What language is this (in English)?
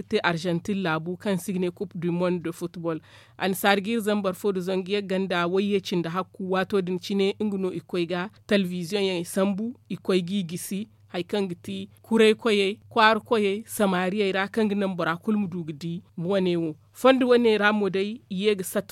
Zarma